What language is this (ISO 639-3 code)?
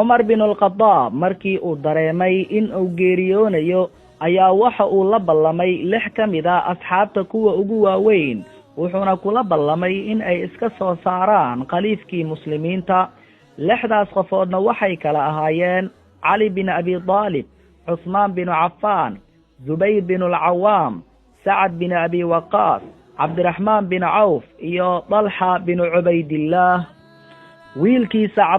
som